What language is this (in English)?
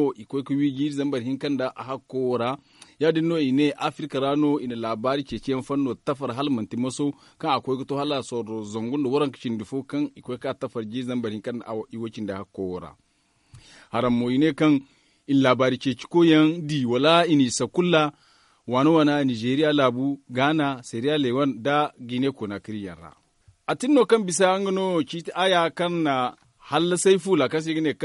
Zarma